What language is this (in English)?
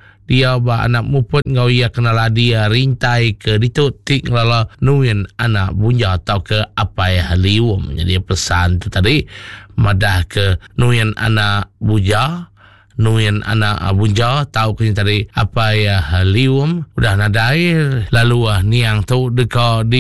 Iban